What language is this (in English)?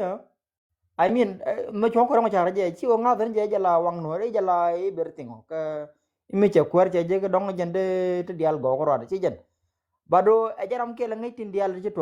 Nuer